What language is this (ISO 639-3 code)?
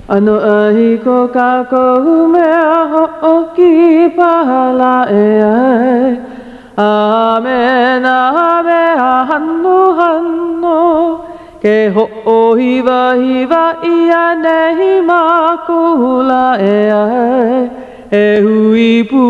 haw